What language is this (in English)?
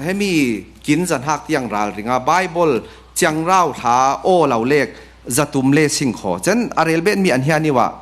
Falam Chin